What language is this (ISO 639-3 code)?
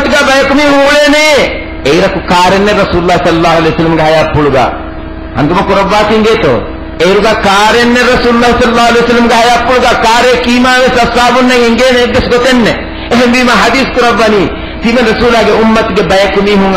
div